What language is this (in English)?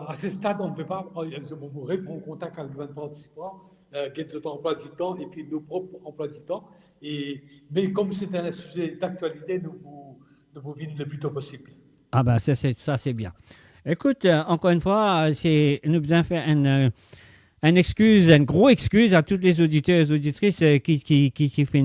Morisyen